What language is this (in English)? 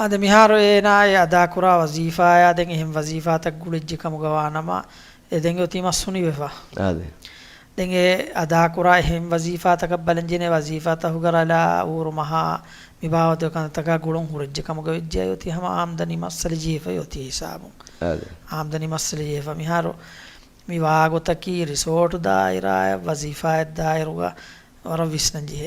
Divehi